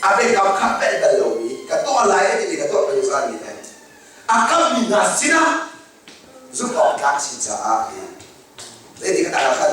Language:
Hakha Chin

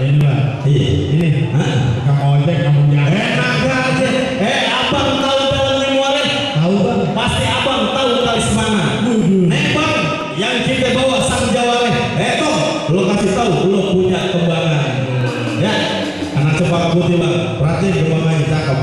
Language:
Betawi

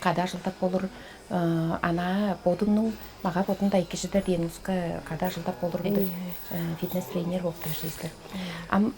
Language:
Tuvinian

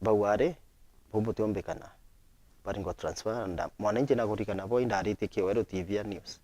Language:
Meru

